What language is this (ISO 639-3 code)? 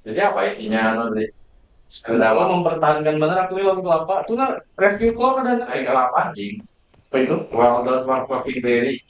bjn